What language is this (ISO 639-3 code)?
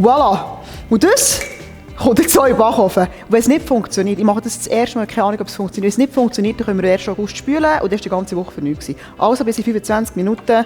gsw